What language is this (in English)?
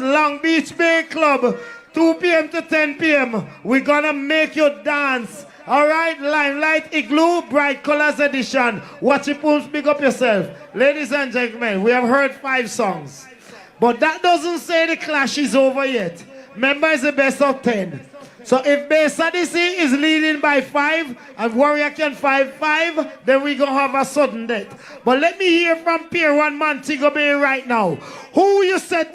Jamaican Creole English